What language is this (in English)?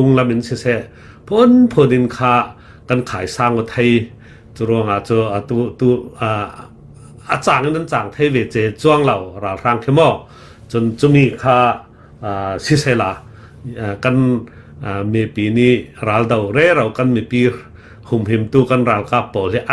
Falam Chin